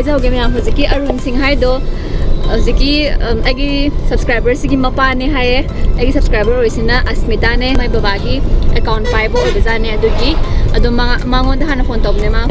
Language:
Manipuri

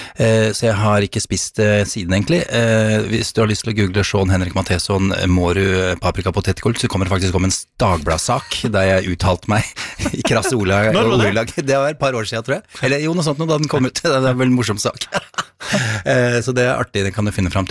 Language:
Norwegian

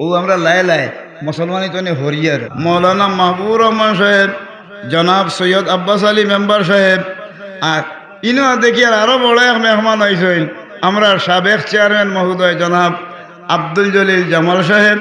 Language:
Sylheti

